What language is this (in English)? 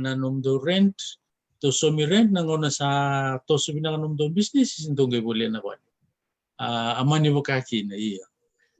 Fijian